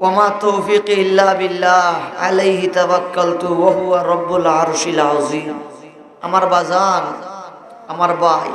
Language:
Sylheti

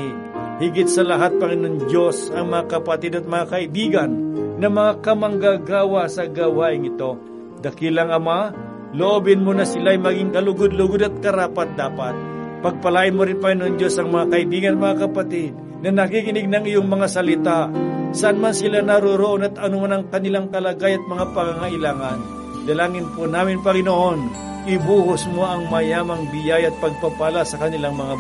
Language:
Filipino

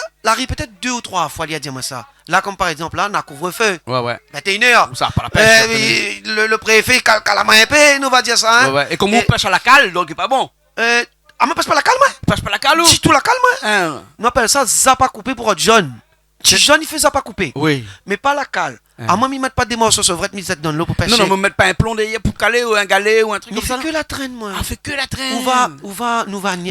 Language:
Réunion Creole French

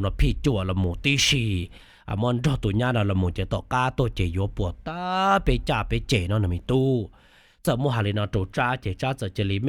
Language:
Hmong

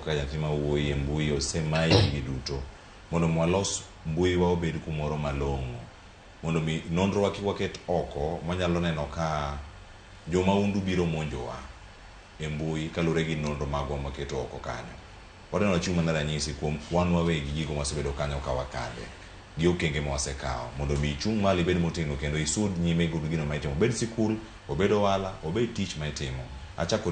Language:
Luo (Kenya and Tanzania)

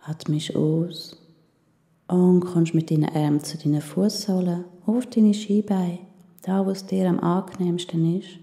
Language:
Swiss German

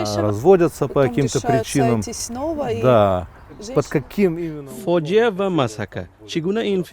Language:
Tajik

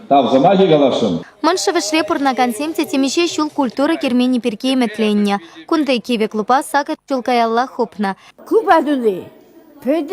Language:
Chuvash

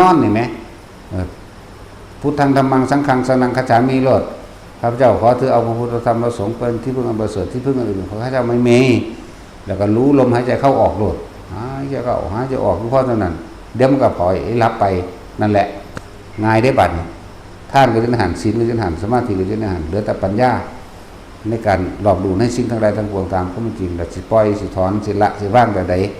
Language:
Northeastern Thai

